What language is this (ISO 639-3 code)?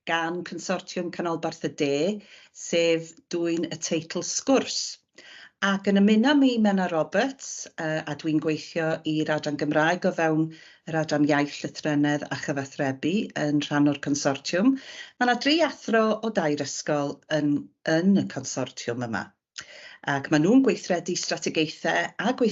cym